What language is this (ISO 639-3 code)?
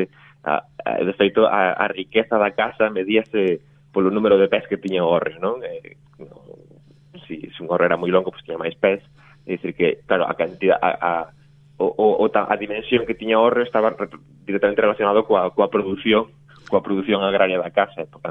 glg